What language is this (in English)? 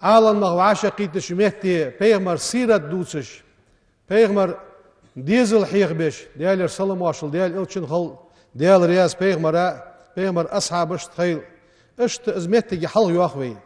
Ingush